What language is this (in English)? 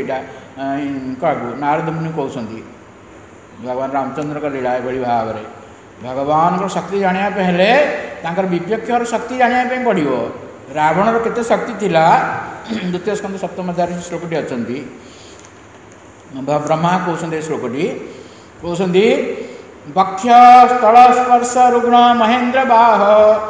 Odia